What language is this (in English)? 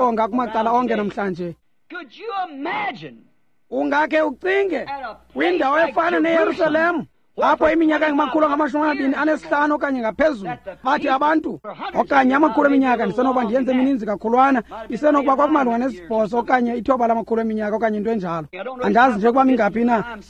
Xhosa